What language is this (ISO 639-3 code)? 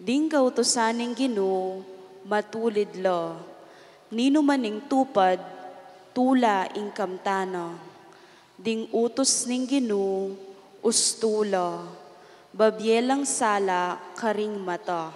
pam